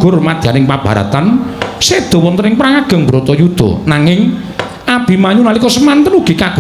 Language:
Javanese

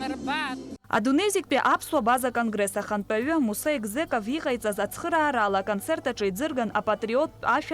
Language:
Abkhazian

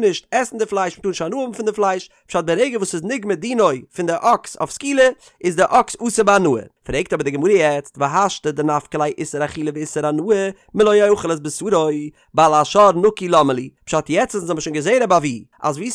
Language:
Yiddish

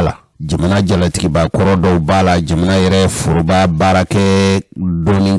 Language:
Bambara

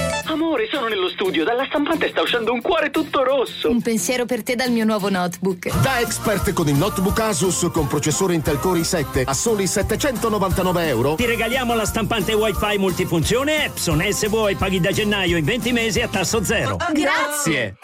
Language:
Italian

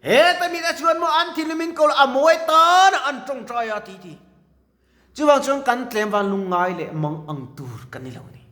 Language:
Mizo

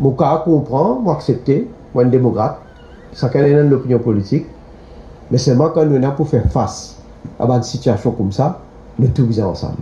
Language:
Morisyen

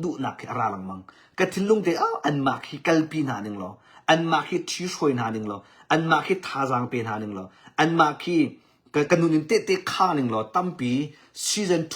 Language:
Hakha Chin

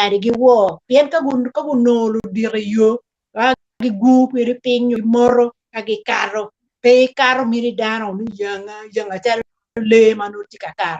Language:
Acoli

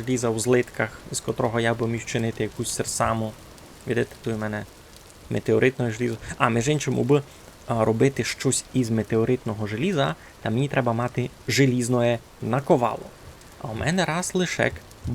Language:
Rusyn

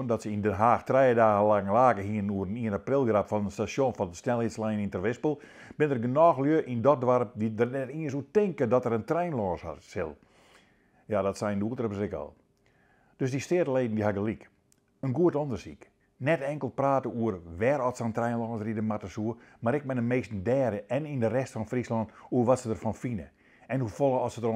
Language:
Western Frisian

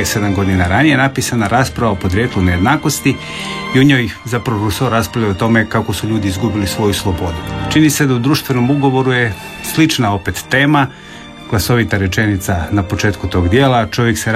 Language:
Croatian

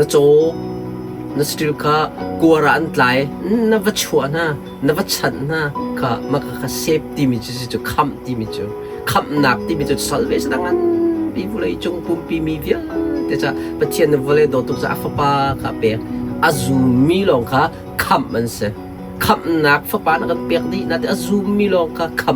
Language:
Hakha Chin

